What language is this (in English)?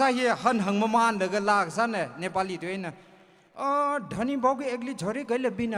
Tangkhul Naga (India)